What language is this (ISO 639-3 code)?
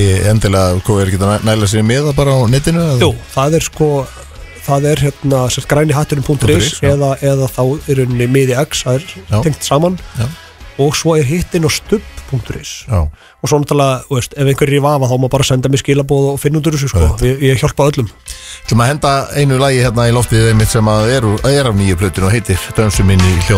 isl